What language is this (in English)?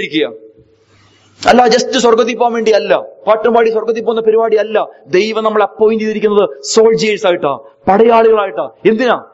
Malayalam